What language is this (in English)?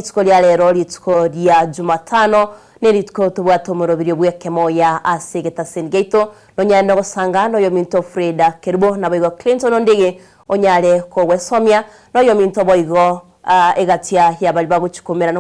Gusii